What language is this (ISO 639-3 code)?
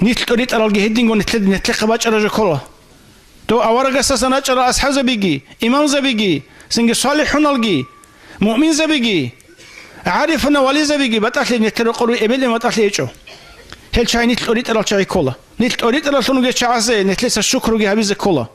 ava